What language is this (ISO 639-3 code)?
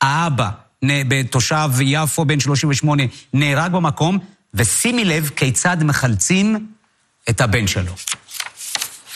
heb